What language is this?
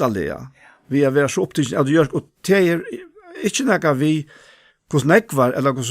Faroese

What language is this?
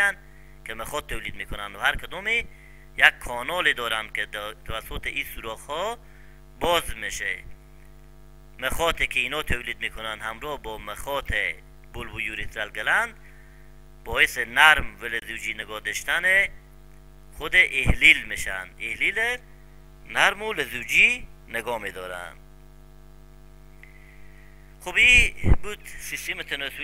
Persian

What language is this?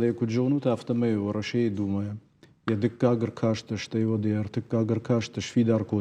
Ossetic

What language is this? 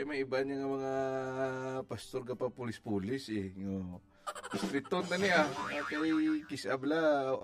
Hiligaynon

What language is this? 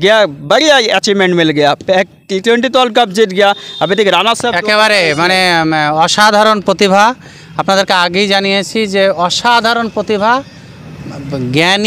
Bangla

